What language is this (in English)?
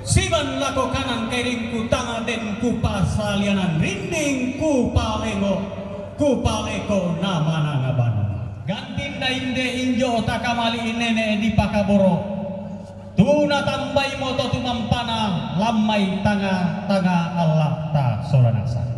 Toraja-Sa'dan